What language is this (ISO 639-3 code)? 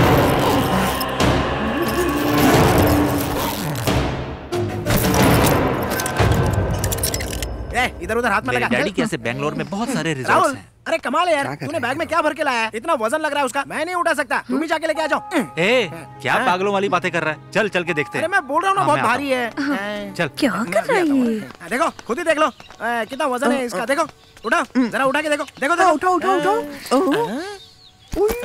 hin